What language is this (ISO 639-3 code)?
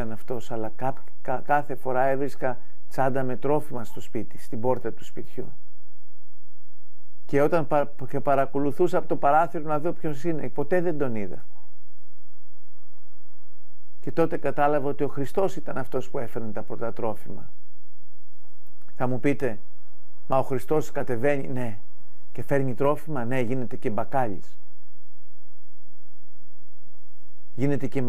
ell